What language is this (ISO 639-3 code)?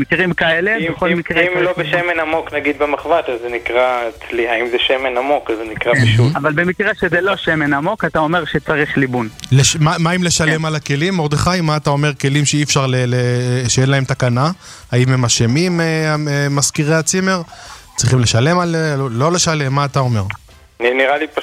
heb